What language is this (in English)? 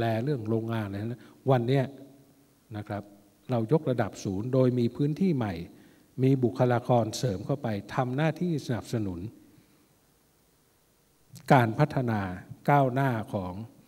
Thai